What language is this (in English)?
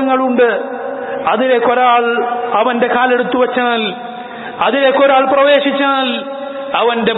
Malayalam